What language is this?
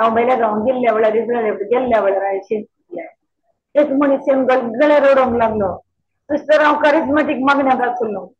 Konkani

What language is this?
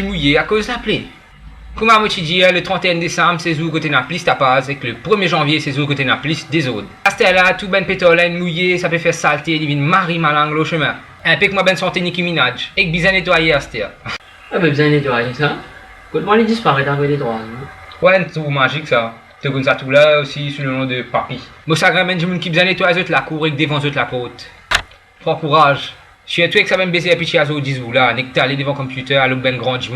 Morisyen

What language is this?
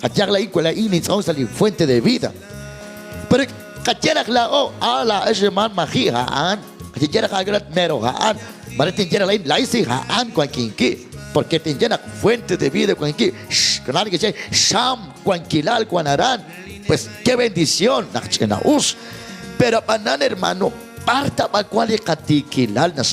Kekchí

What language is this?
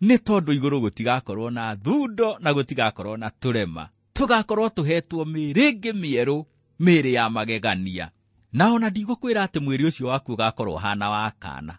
Kikuyu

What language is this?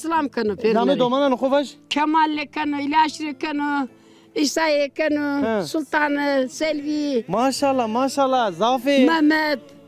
Zaza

